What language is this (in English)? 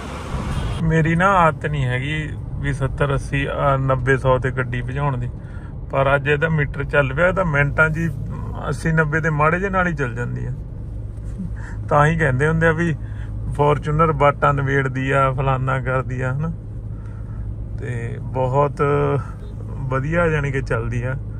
Punjabi